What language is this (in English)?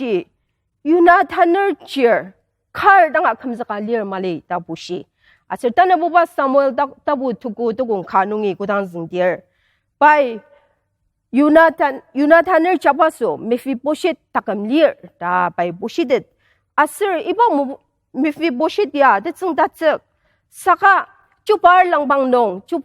Ao Naga